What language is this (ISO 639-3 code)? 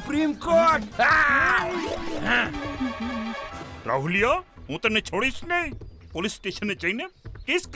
guj